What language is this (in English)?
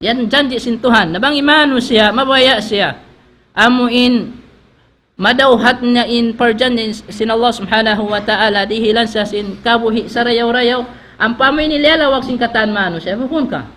Tausug